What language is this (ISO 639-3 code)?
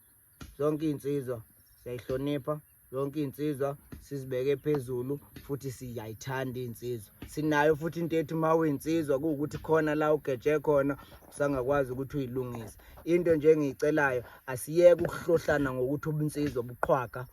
zul